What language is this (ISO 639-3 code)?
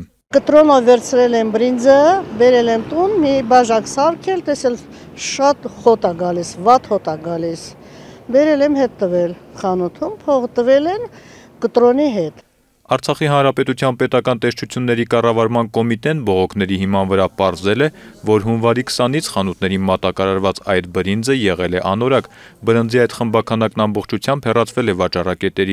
hye